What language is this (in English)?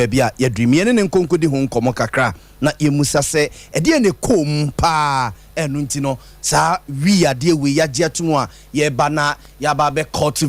Akan